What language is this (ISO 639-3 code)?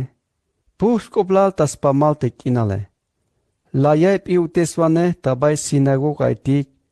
tzh